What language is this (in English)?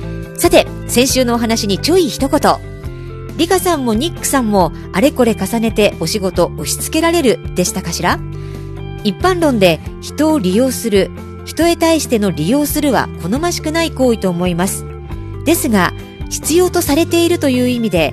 Japanese